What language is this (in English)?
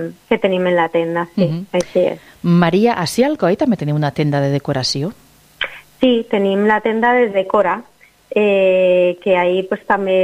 Catalan